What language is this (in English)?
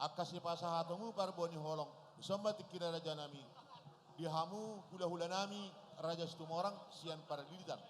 Batak Toba